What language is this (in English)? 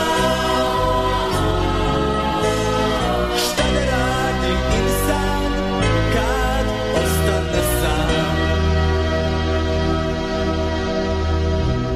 Bosnian